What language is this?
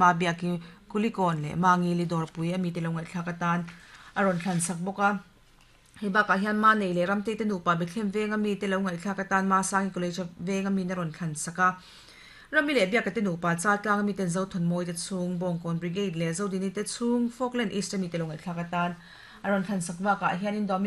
Mizo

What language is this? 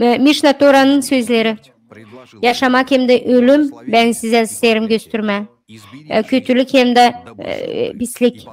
Gagauz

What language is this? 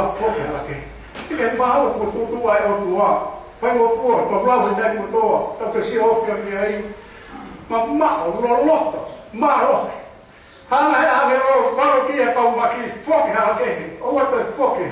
Tongan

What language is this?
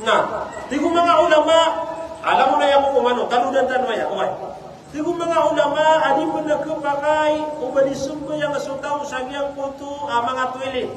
Maranao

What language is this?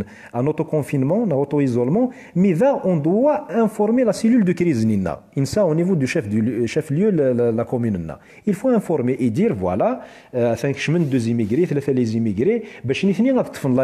Kabyle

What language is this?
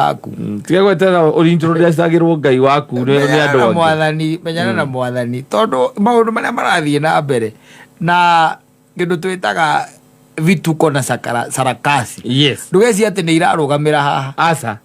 Kikuyu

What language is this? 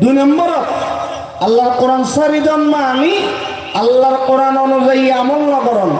Rohingya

